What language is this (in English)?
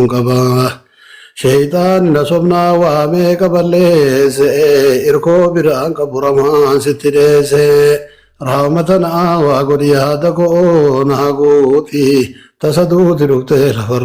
Oromo